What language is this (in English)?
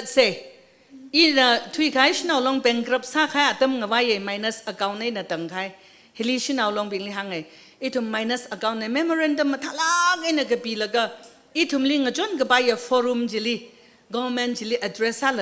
Tangkhul Naga (India)